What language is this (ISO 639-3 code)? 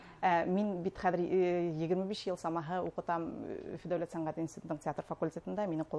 bak